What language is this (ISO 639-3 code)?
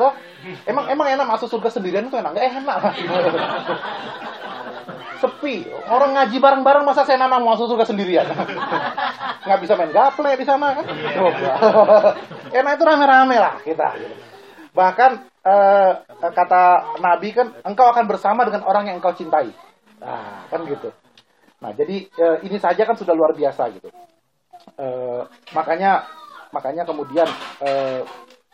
ind